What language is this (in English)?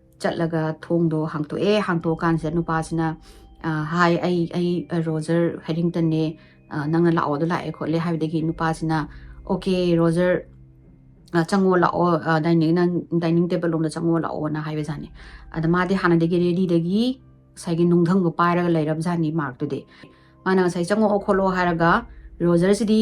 Manipuri